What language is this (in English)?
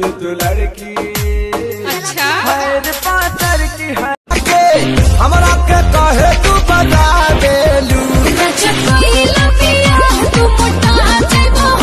Bhojpuri